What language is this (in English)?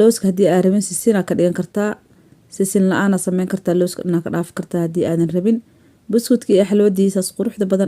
Somali